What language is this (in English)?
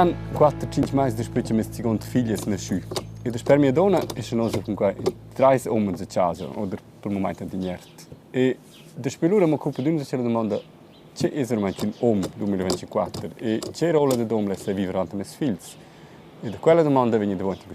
Romansh